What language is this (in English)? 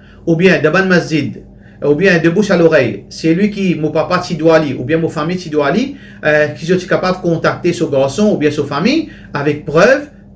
Morisyen